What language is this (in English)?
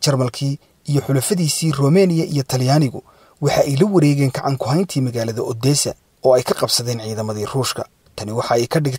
Somali